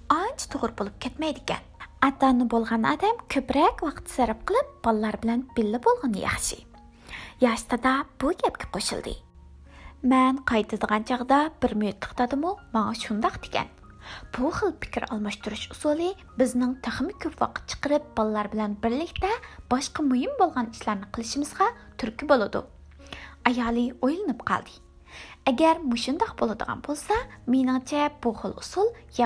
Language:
Uyghur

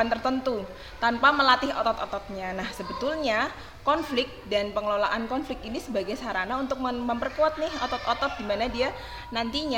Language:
Indonesian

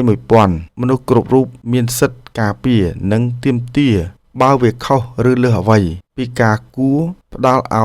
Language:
Khmer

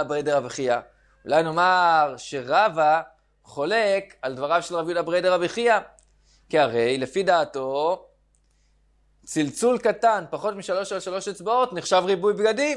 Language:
Hebrew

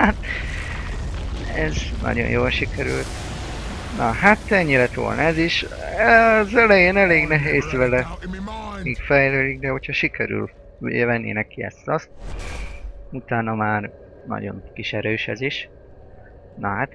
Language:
Hungarian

